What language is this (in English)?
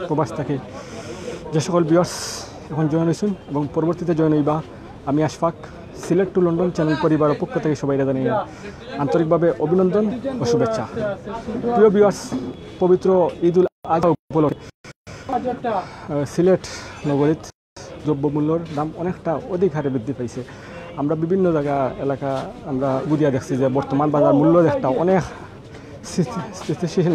Sylheti